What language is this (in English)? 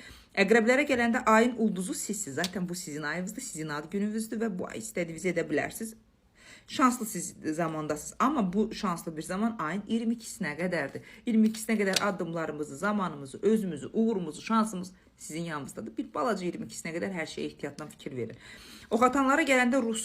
Azerbaijani